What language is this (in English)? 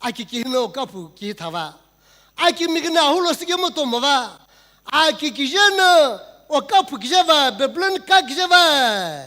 Sumi Naga